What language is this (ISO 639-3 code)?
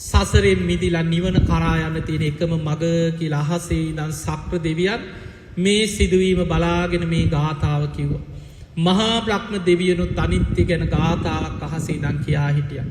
sin